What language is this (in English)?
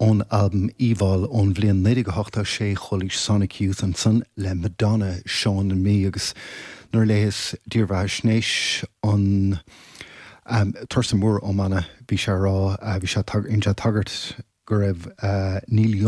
Irish